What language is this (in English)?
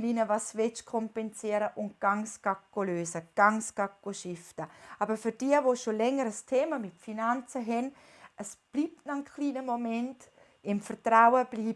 Swiss German